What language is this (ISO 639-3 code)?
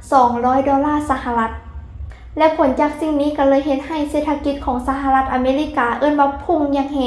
lao